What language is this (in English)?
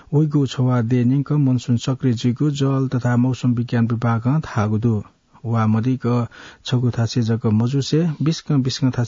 Newari